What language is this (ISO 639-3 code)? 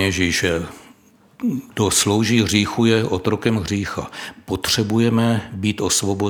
ces